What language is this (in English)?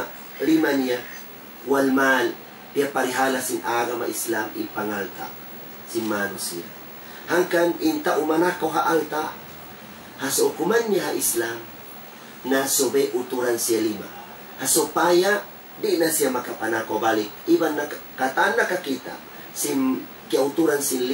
Tausug